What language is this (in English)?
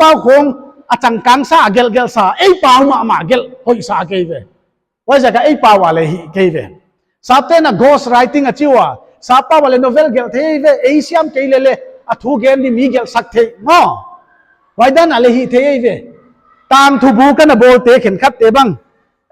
Paite Chin